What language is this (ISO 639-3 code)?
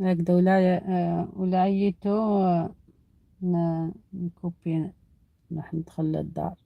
arq